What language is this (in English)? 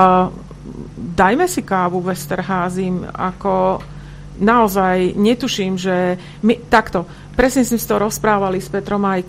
Slovak